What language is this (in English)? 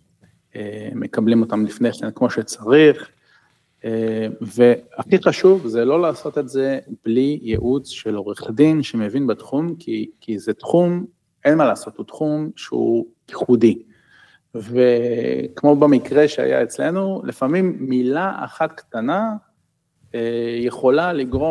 Hebrew